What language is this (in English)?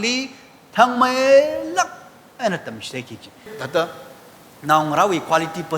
Tangkhul Naga (India)